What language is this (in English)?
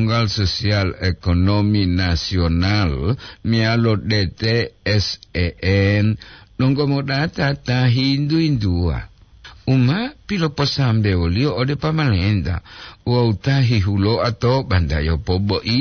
Gorontalo